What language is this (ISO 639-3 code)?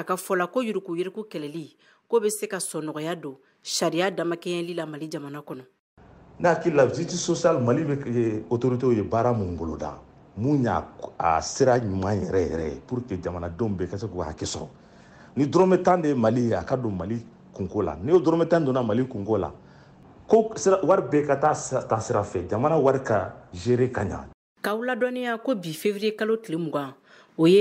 bam